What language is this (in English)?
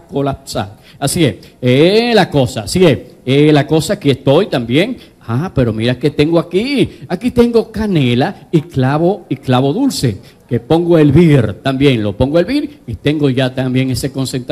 Spanish